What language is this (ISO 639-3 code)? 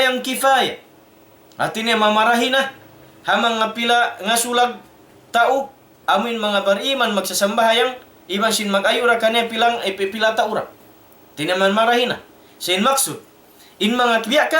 tsg